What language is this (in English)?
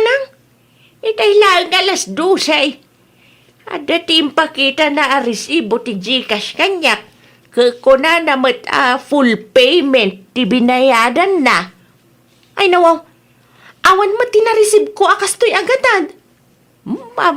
Iloko